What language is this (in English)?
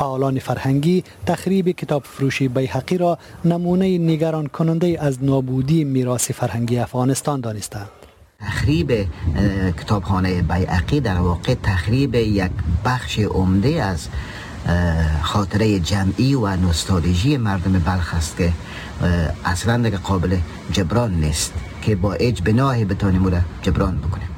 Persian